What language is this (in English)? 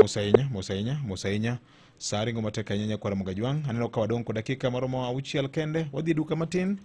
Luo (Kenya and Tanzania)